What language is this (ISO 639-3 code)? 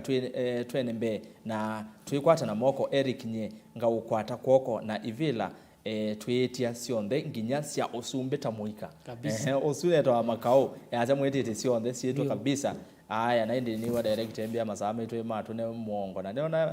kam